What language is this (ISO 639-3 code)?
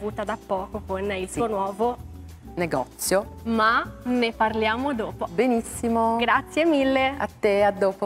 ita